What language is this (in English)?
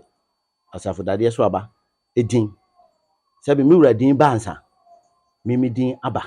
Akan